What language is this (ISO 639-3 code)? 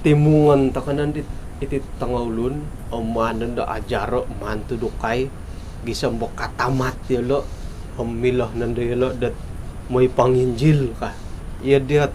dtp